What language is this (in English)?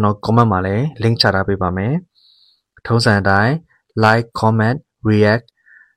Burmese